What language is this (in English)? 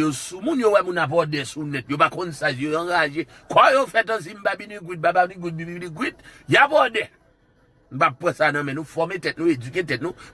Haitian Creole